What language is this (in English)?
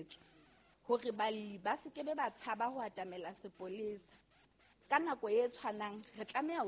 Southern Sotho